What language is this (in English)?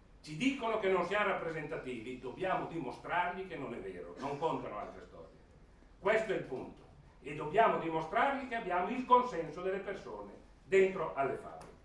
Italian